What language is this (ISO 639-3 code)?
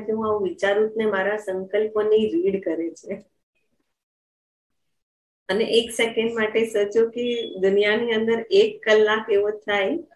guj